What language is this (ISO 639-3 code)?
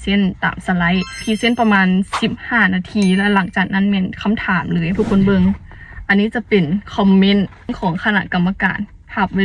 lao